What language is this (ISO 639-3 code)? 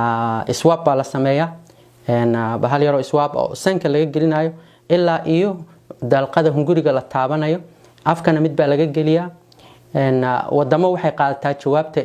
som